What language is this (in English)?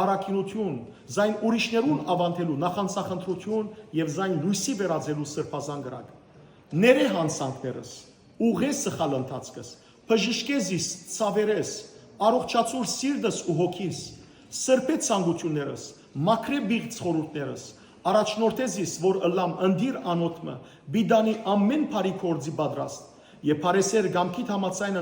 Western Armenian